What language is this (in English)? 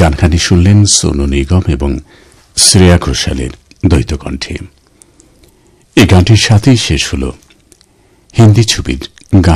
Bangla